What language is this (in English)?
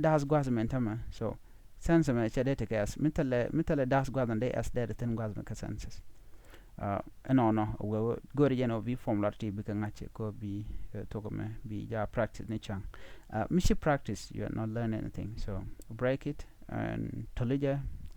Nuer